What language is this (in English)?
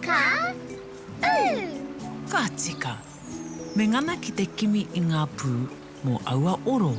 Māori